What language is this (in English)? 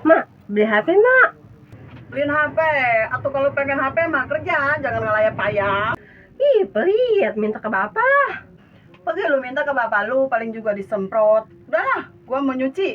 Betawi